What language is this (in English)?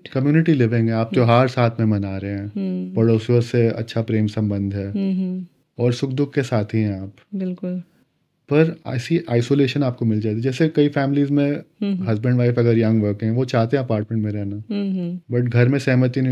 Hindi